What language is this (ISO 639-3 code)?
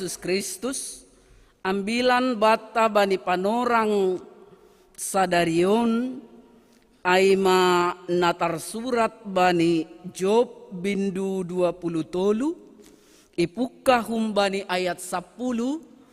bts